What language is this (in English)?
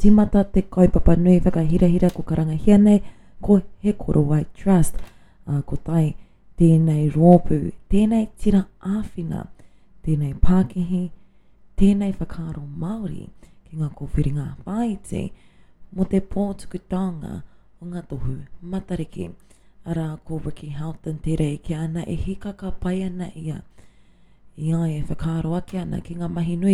Māori